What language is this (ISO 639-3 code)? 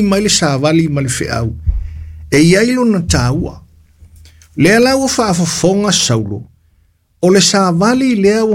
smo